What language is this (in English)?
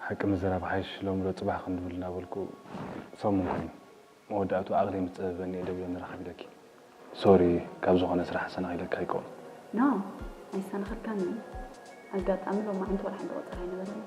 Tigrinya